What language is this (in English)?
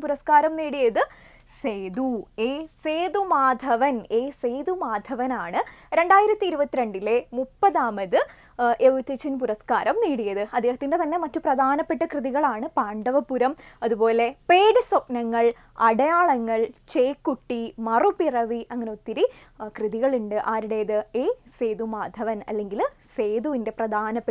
Malayalam